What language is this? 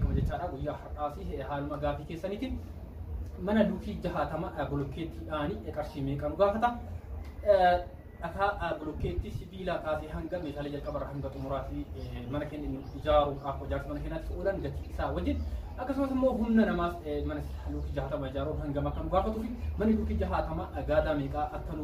Oromo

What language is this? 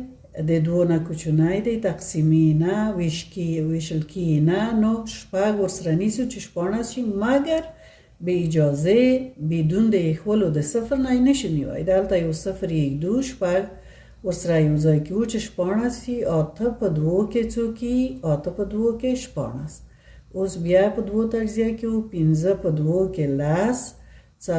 Pashto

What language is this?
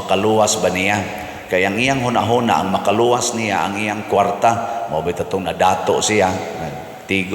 Cebuano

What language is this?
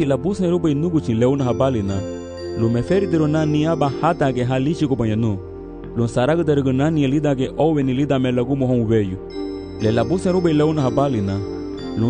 Garifuna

